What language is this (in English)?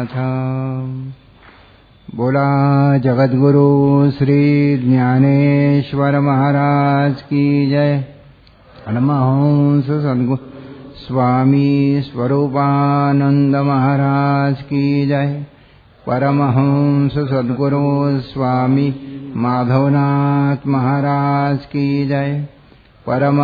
Marathi